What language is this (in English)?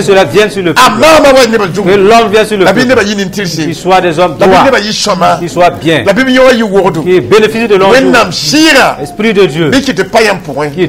Mossi